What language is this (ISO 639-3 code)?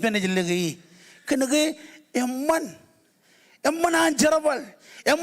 mah